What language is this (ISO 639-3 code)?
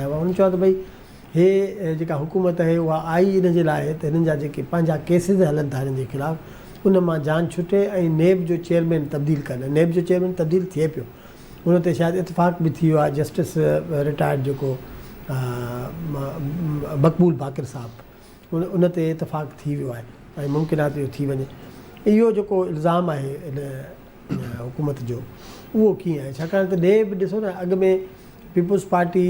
snd